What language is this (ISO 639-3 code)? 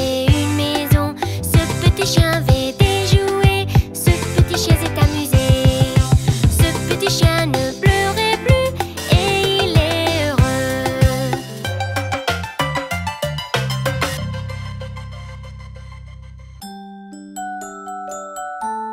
fra